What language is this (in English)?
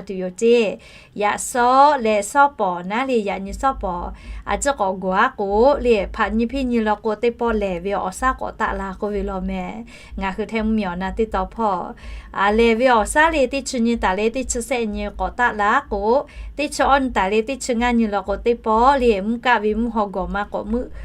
Lahu